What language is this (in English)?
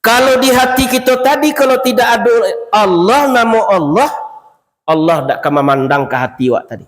Minangkabau